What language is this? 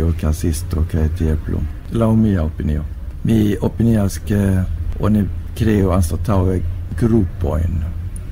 Esperanto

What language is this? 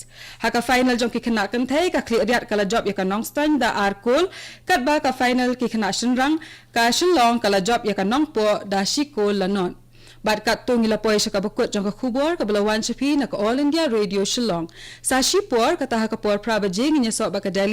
Khasi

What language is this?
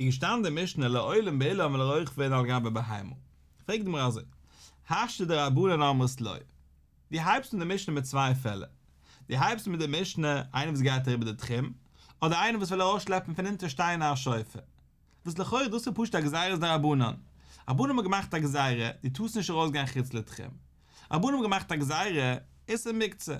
Yiddish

